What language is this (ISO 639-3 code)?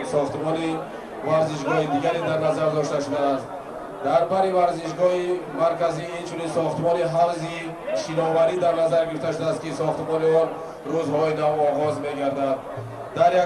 tgk